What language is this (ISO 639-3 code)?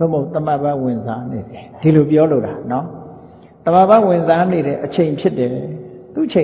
mya